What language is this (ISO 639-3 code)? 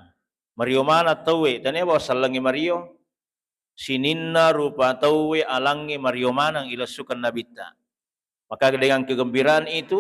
bug